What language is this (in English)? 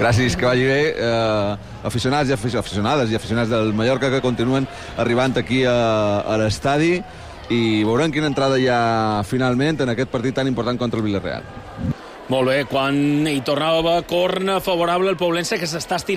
Catalan